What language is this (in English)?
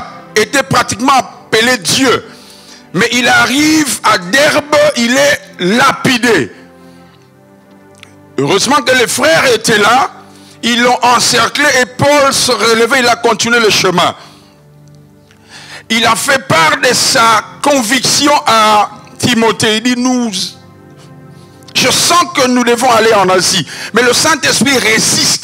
French